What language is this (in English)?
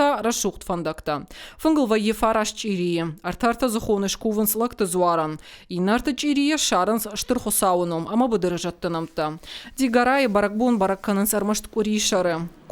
Ossetic